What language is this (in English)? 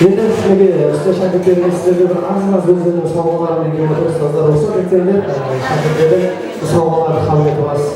Kara-Kalpak